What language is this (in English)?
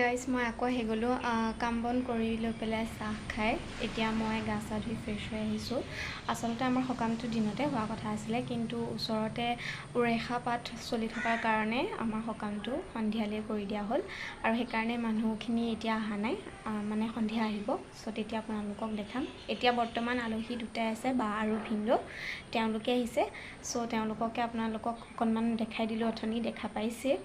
Assamese